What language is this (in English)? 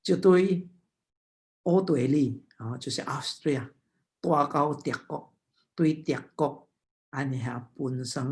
Min Nan Chinese